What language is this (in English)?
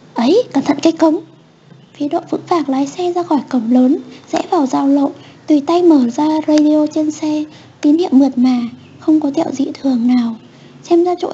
Vietnamese